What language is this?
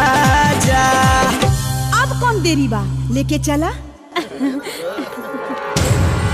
Bhojpuri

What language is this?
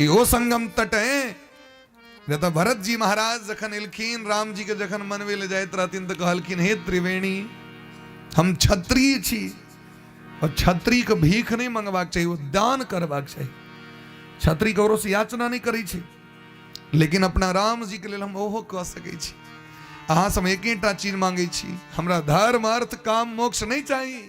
Maithili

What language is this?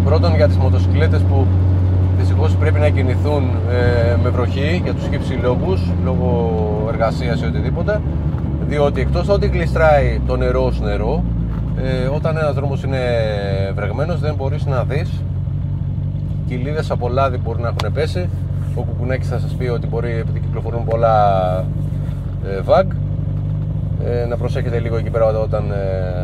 Greek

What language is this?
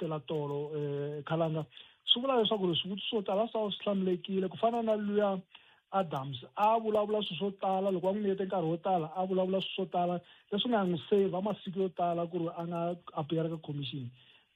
Tsonga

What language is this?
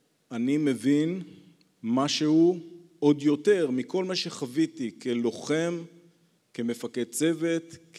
Hebrew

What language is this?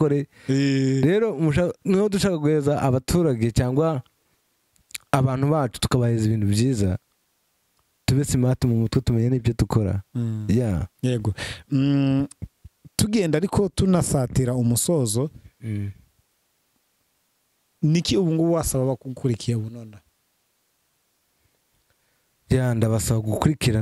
Kinyarwanda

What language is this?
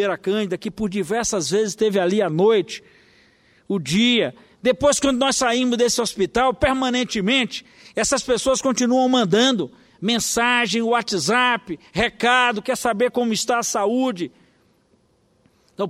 Portuguese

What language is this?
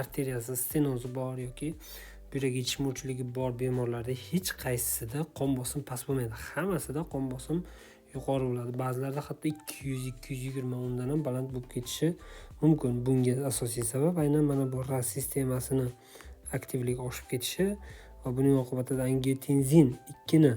Uzbek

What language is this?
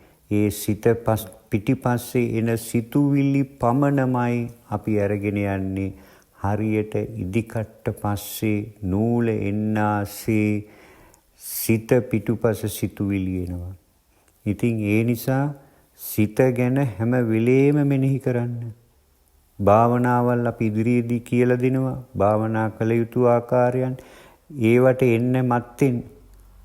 Sinhala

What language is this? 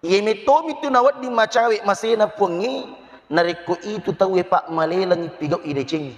Buginese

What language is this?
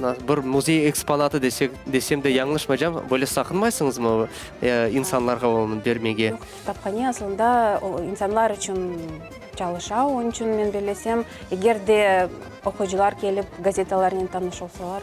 Crimean Tatar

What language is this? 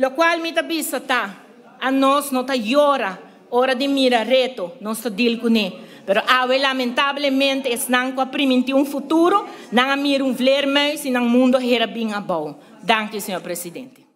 Papiamento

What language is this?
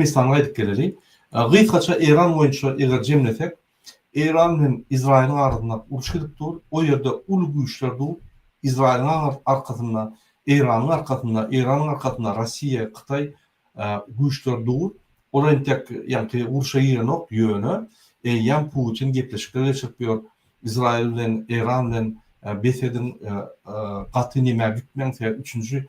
Turkmen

